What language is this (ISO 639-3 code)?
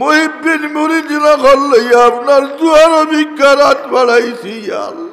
syl